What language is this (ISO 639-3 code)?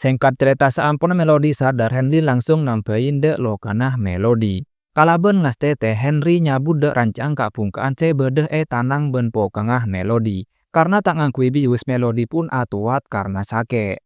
mad